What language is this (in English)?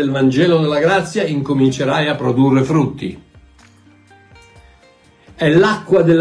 Italian